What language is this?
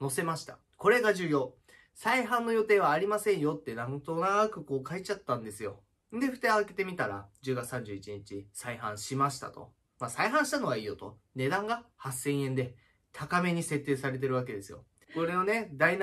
Japanese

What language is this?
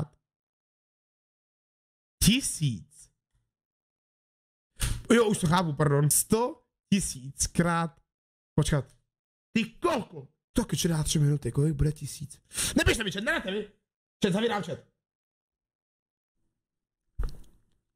Czech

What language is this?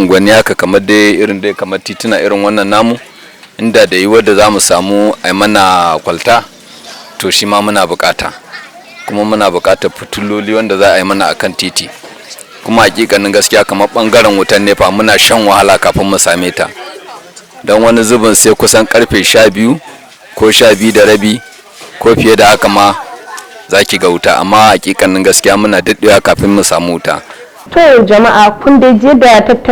Hausa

